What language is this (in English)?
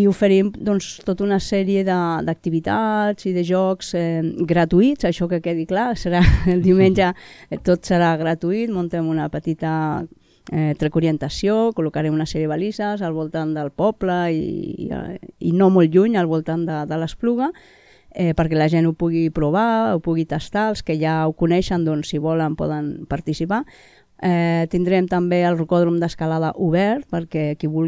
Catalan